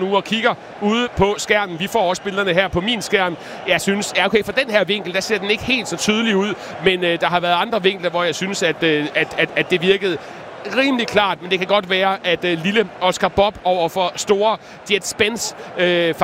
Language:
Danish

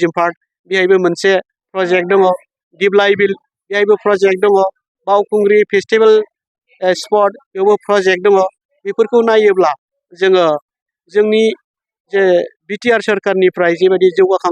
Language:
Bodo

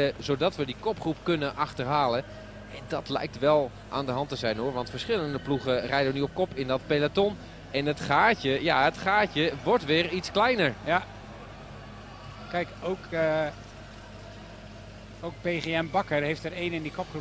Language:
Dutch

